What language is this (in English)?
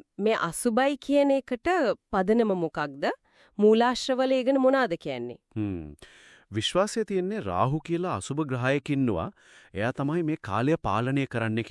Sinhala